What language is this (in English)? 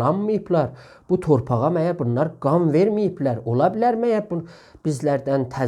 South Azerbaijani